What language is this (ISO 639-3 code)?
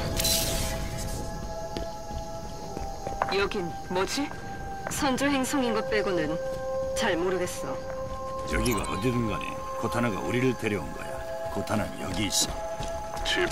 kor